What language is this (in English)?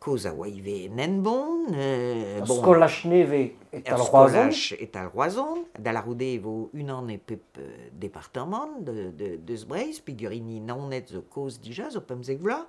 Breton